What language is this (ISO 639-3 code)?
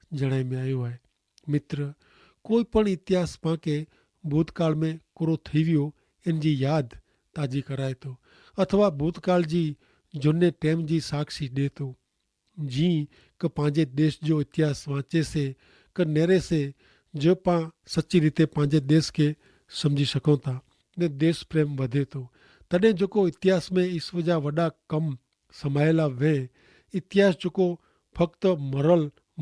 kfr